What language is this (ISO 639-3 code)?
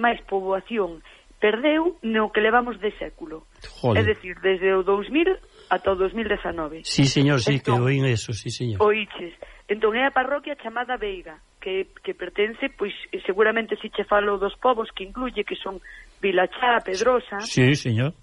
glg